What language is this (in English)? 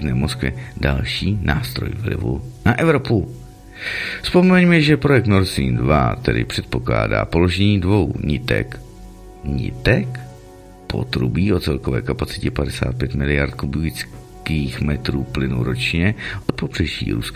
Czech